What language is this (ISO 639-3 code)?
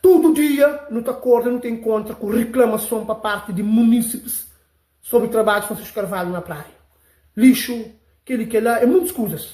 kea